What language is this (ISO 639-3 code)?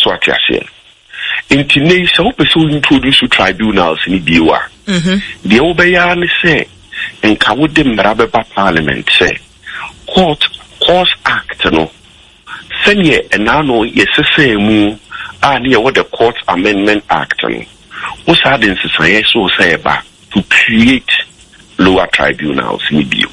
aka